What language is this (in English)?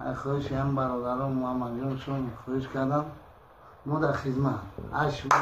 Tajik